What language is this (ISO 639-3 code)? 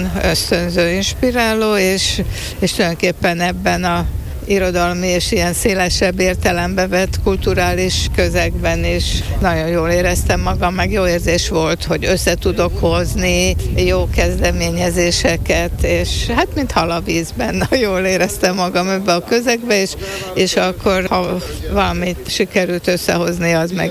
hun